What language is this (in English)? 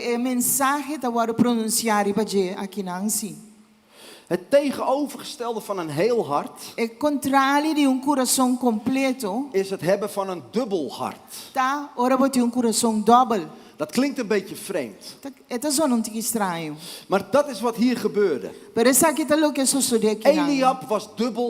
Papiamento